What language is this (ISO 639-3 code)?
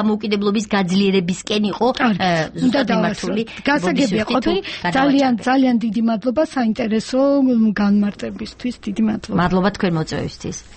kat